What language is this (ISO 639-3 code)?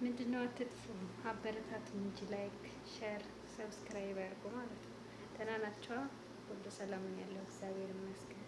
amh